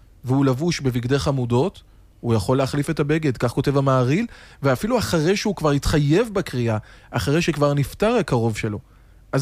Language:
Hebrew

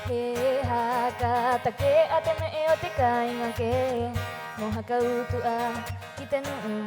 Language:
Rapanui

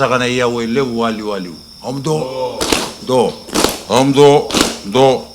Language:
Fijian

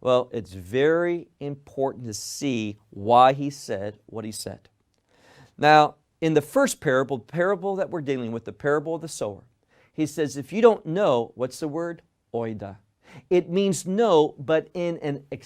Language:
English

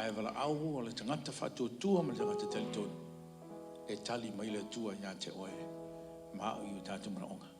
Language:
Samoan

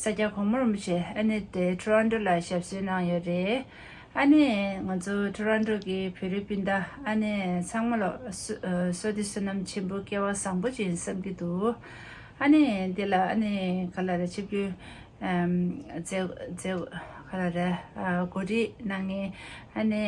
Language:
Tibetan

